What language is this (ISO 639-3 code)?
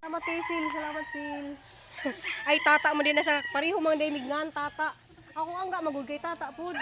ceb